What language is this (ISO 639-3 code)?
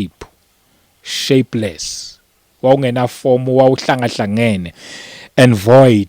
zul